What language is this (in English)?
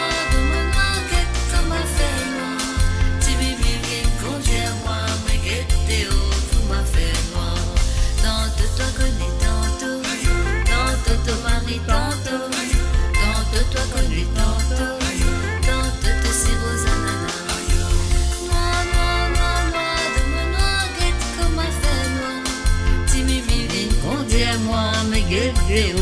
Morisyen